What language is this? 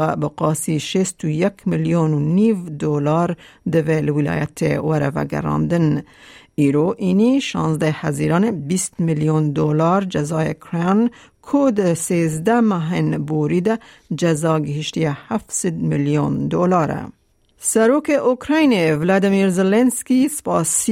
Kurdish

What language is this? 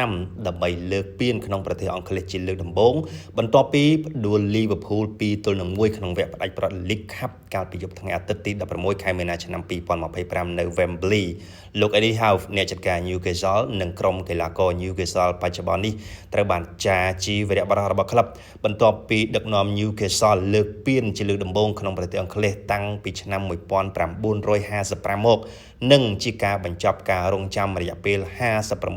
Khmer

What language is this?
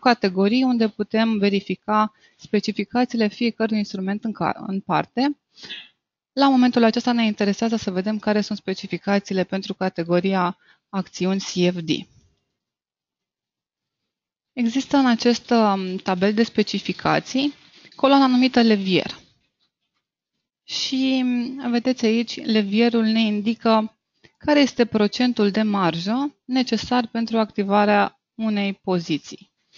Romanian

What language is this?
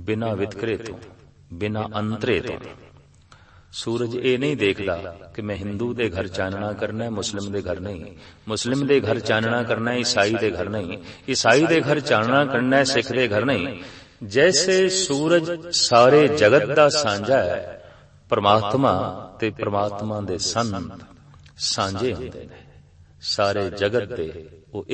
Punjabi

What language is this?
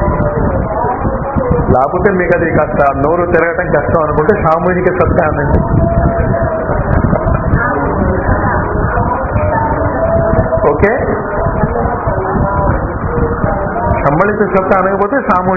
Telugu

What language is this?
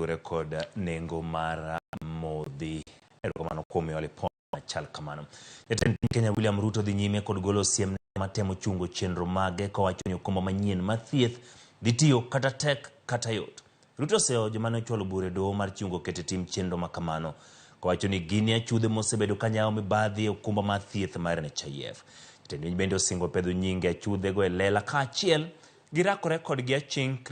Luo (Kenya and Tanzania)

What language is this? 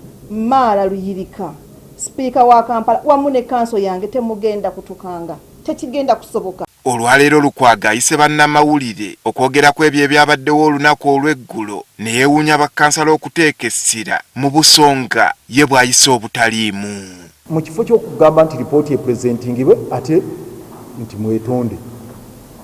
Ganda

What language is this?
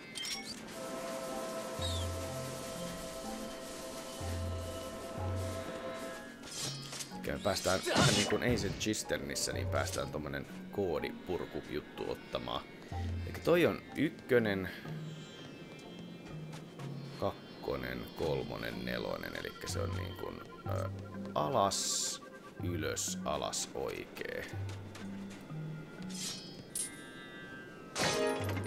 Finnish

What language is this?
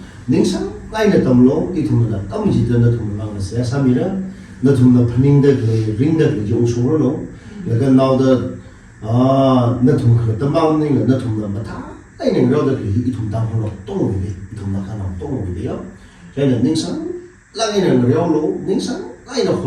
Tangkhul Naga (India)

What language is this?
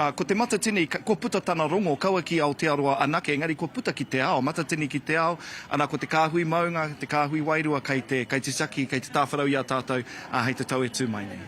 Māori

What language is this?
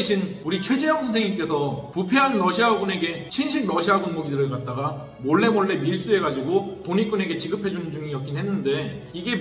Korean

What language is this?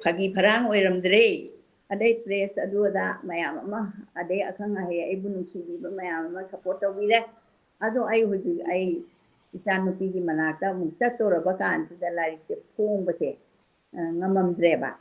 Manipuri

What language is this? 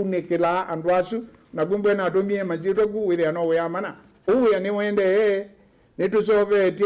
Kamba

